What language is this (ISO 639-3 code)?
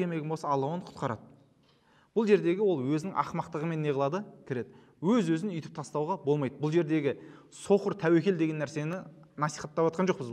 kaz